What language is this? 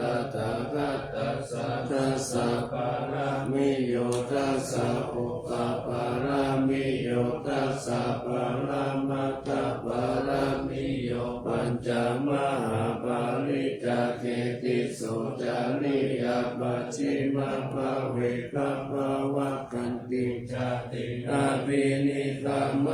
Pali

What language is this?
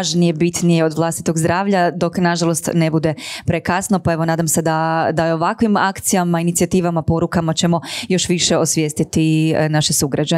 Croatian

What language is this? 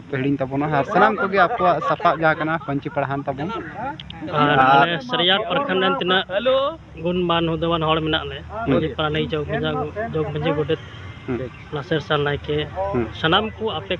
Santali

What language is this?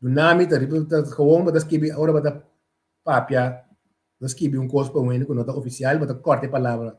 Papiamento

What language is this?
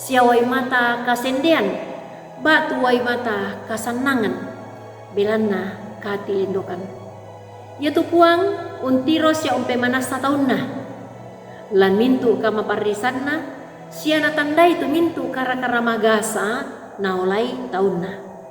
Toraja-Sa'dan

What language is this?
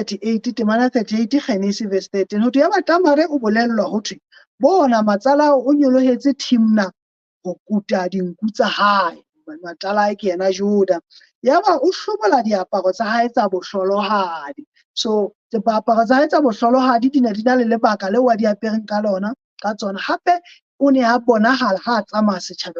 Southern Sotho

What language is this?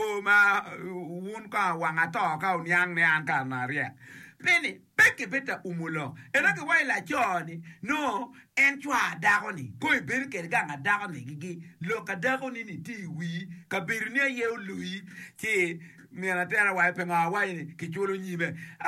Acoli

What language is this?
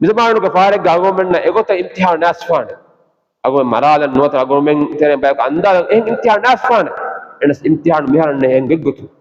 Divehi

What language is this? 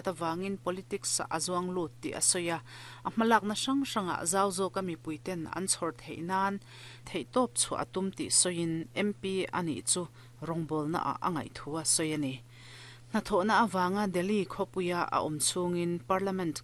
Mizo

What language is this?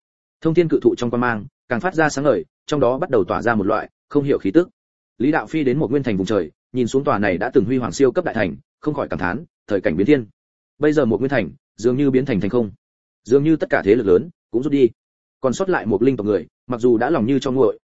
Vietnamese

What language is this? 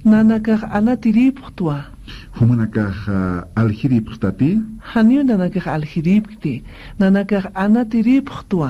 Aymara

